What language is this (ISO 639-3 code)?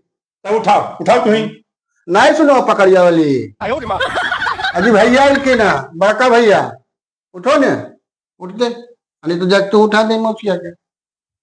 mag